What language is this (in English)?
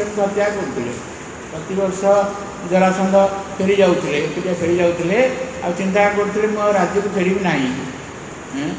Odia